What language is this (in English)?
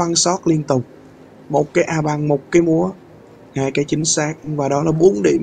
Vietnamese